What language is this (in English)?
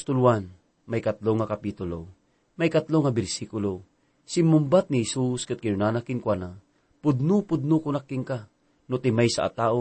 Iloko